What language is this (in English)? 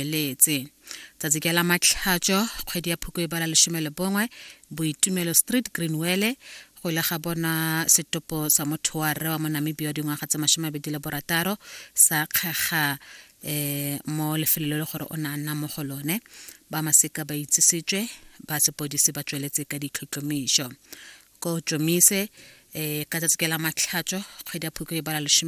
Tswana